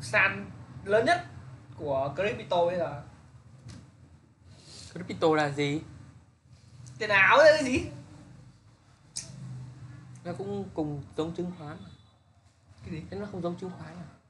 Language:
Vietnamese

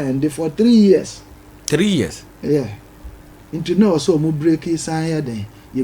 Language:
Akan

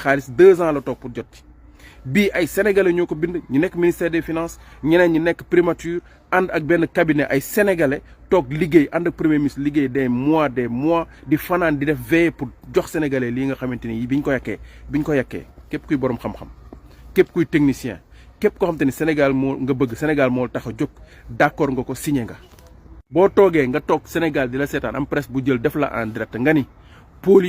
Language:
Wolof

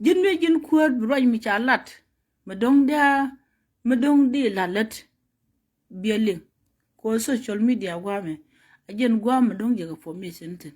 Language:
Nuer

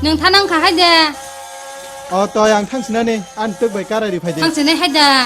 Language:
Kok Borok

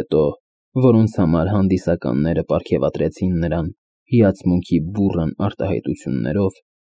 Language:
Armenian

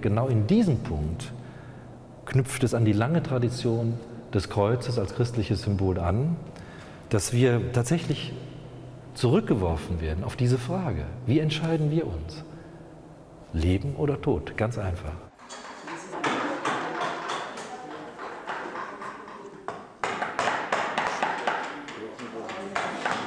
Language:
German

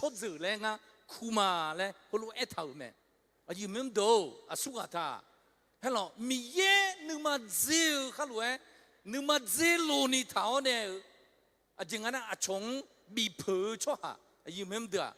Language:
Akha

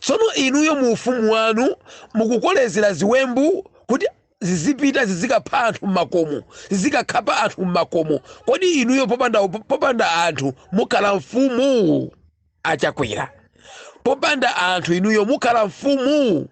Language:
Nyanja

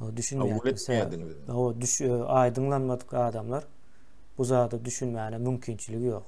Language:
Turkmen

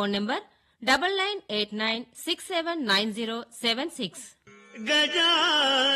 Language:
Telugu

